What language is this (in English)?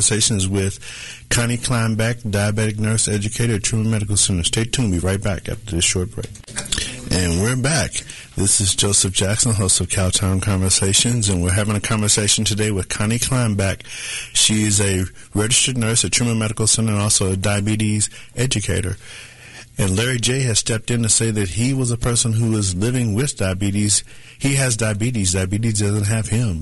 English